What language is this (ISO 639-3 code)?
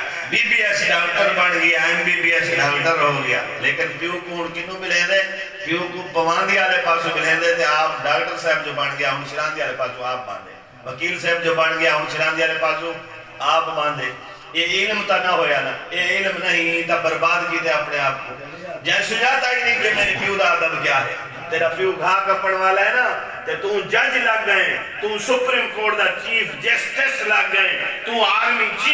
skr